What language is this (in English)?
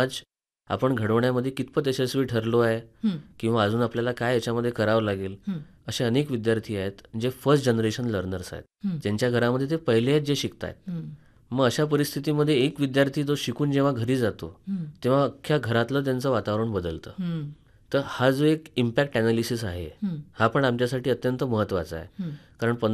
Marathi